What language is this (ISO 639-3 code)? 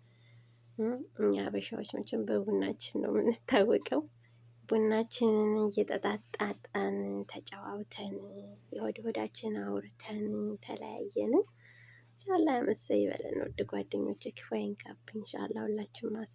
amh